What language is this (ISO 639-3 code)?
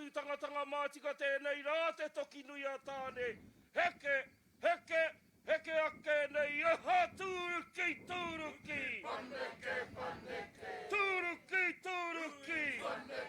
mri